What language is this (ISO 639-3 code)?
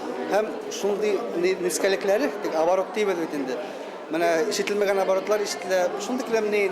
bak